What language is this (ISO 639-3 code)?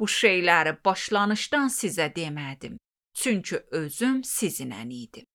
aze